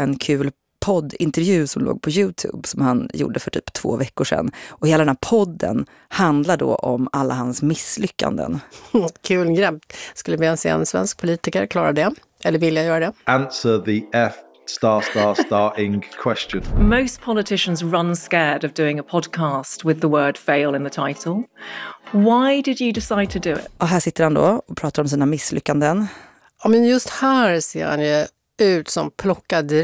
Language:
Swedish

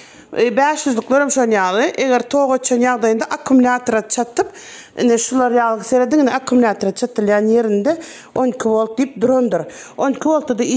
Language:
Turkmen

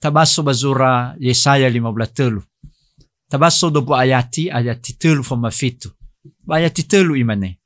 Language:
Nias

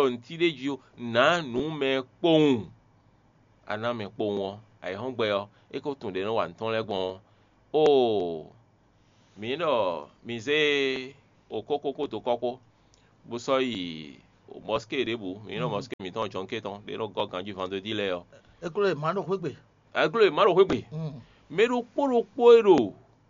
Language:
Fon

